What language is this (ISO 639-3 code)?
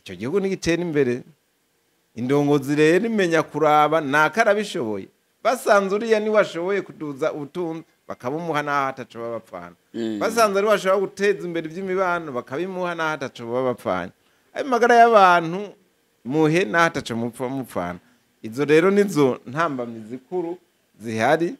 run